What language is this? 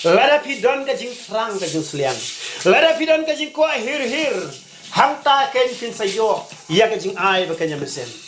Khasi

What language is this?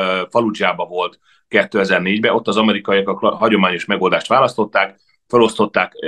Hungarian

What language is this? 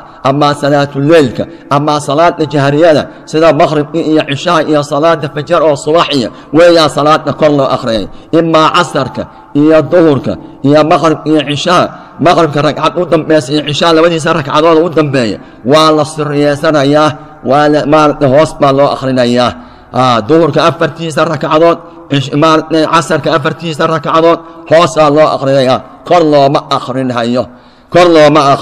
Somali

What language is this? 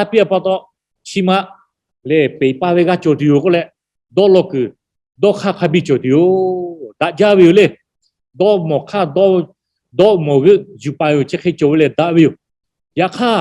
Lahu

